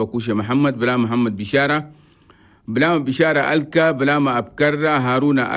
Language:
Chadian Arabic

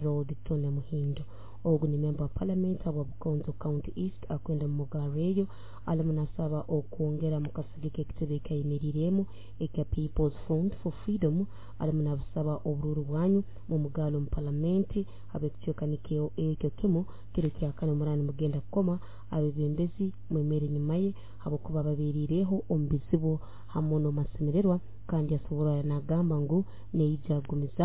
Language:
Nyoro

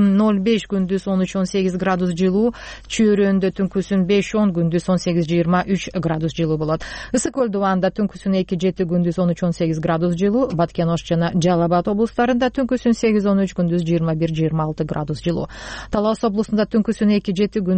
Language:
Kyrgyz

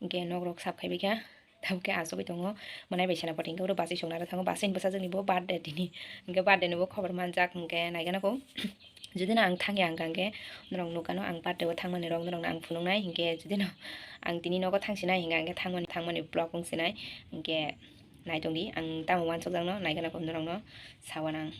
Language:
Kok Borok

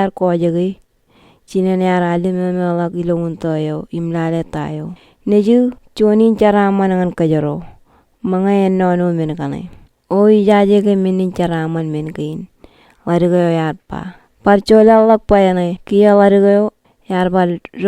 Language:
Marshallese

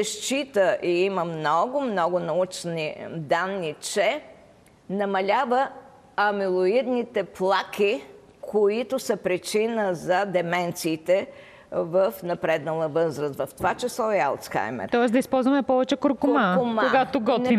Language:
Bulgarian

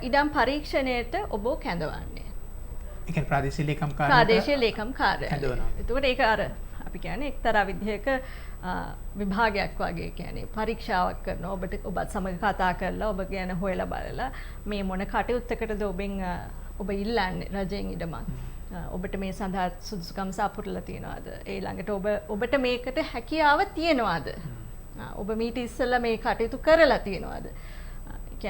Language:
Sinhala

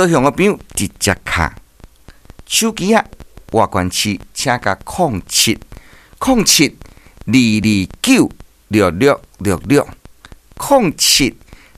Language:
Min Nan Chinese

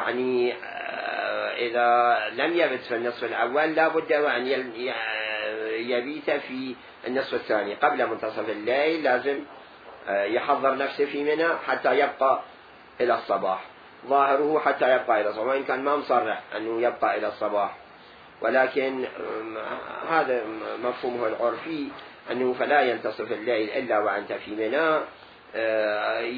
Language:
Mesopotamian Arabic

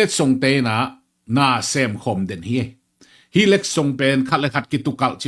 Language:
Tedim Chin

